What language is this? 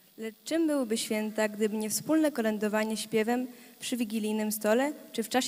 Polish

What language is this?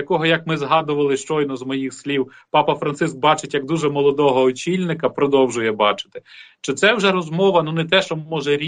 Ukrainian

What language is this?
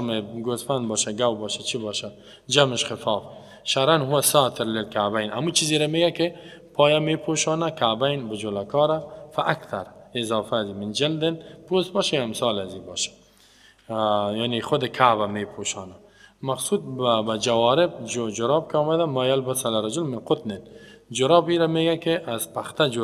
Persian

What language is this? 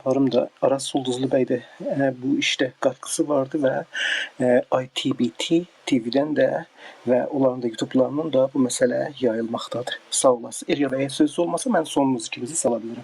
South Azerbaijani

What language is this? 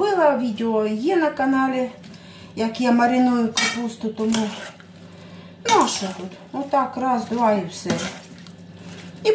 Ukrainian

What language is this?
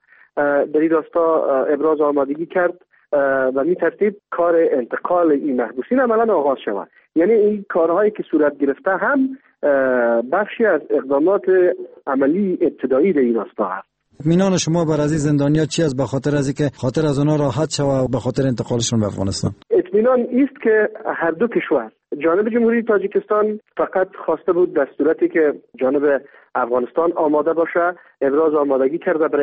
Persian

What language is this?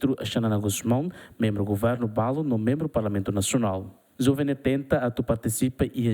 Tetum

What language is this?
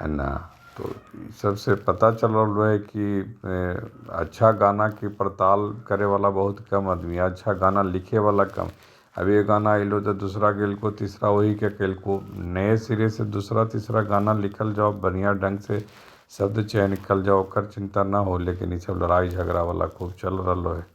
Magahi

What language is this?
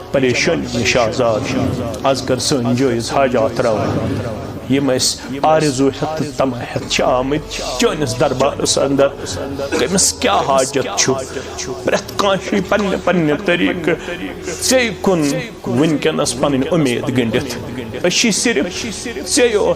Kashmiri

